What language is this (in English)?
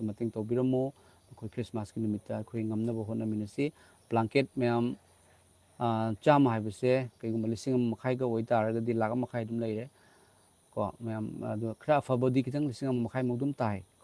Manipuri